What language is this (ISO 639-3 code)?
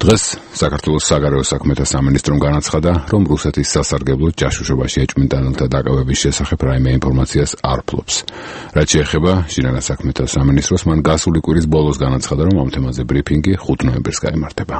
kat